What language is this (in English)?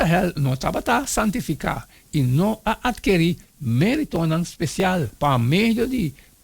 Papiamento